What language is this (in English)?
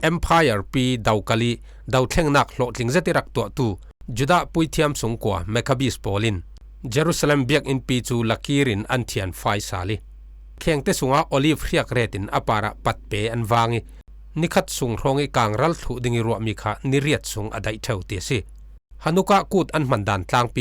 Falam Chin